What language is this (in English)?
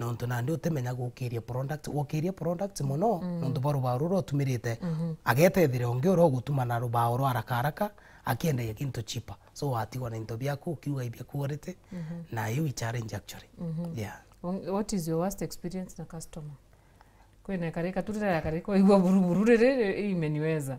Meru